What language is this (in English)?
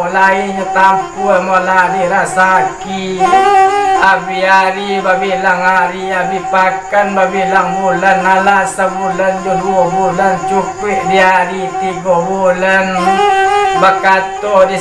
Minangkabau